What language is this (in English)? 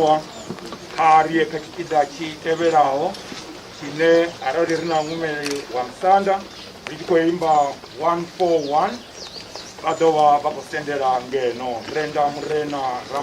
Venda